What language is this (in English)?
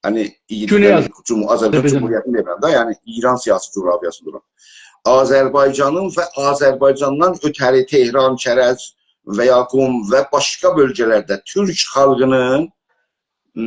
South Azerbaijani